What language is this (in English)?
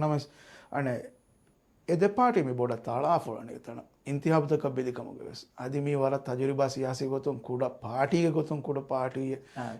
Divehi